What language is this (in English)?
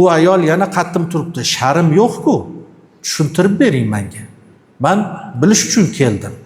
Uzbek